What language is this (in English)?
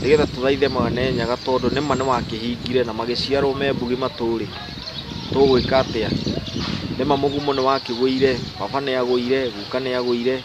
Kikuyu